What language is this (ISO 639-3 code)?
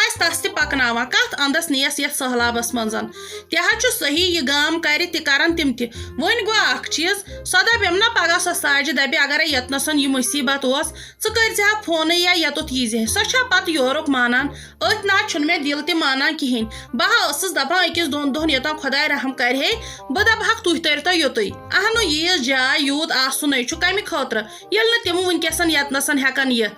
kas